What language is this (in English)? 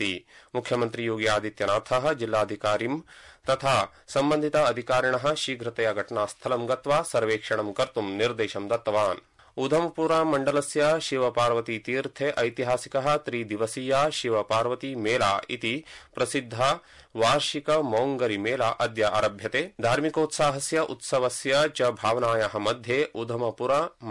Sanskrit